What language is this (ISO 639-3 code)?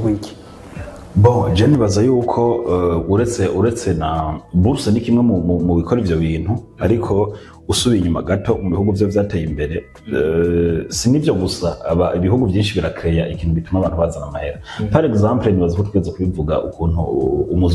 run